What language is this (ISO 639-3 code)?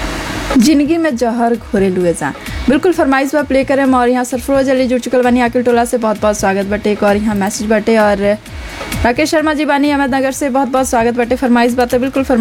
bho